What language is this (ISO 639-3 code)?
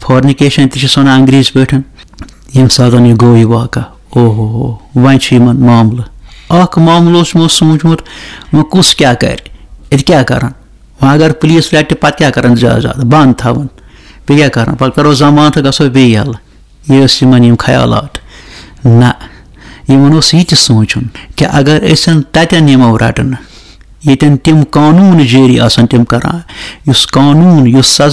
kas